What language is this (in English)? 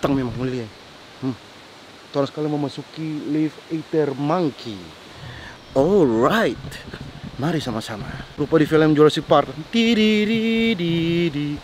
Manado Malay